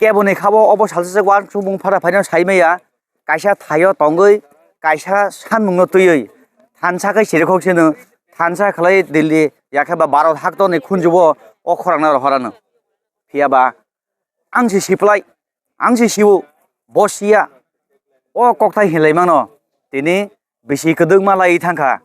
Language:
Kok Borok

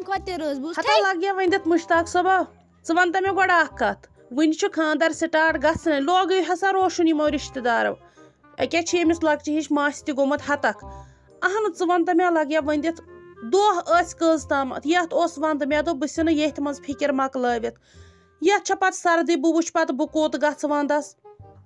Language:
Kashmiri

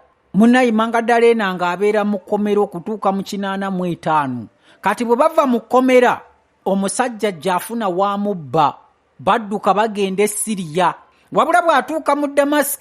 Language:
Ganda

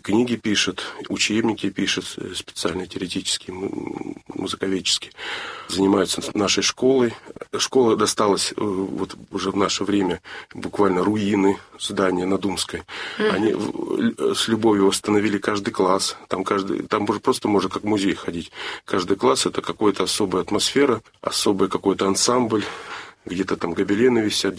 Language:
Russian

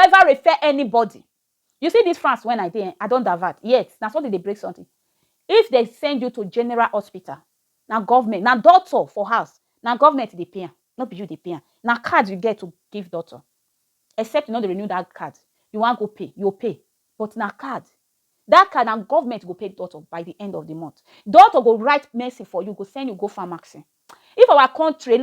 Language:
Nigerian Pidgin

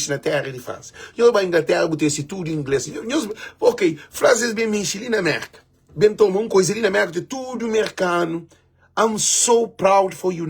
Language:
Kabuverdianu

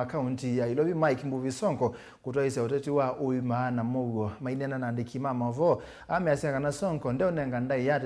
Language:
Kamba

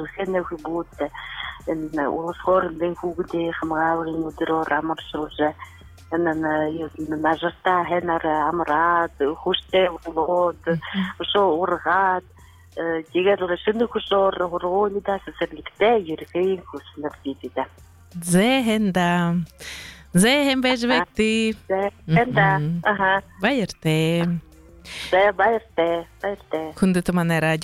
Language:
Buriat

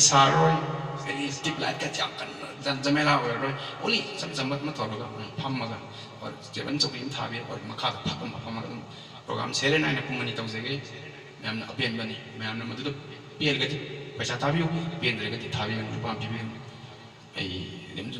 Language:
Manipuri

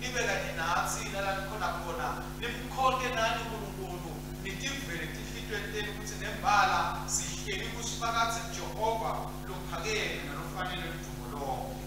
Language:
Swati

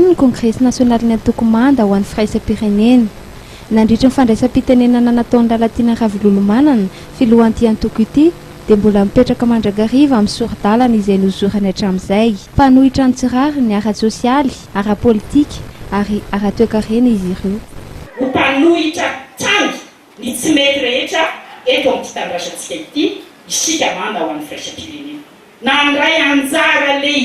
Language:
Malagasy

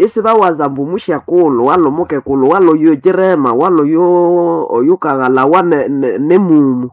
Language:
Nande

